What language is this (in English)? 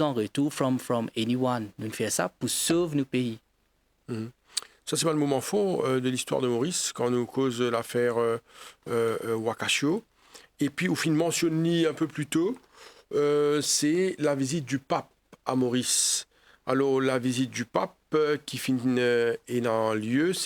Morisyen